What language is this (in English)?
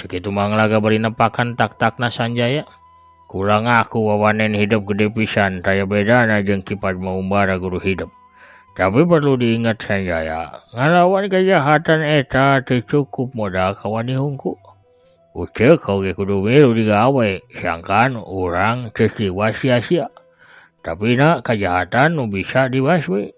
Sundanese